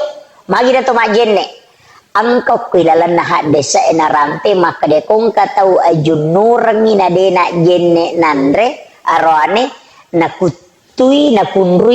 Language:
Buginese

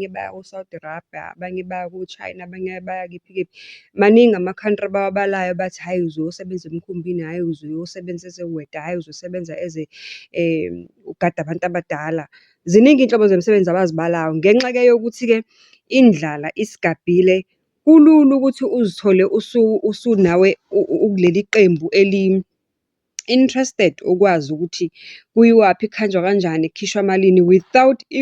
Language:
Zulu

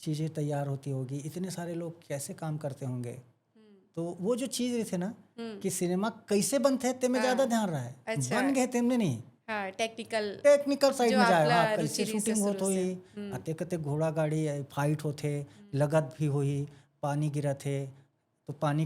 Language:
Chhattisgarhi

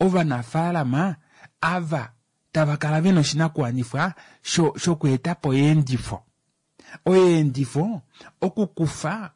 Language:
Kuanyama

